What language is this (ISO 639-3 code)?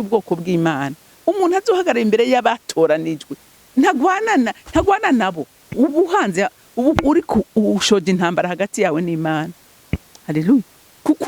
run